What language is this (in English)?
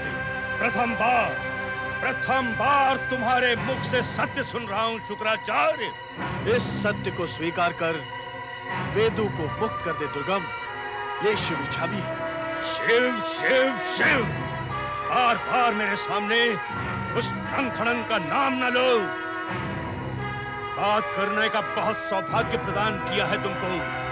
Hindi